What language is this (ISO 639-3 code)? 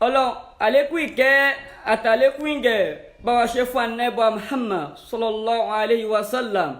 yor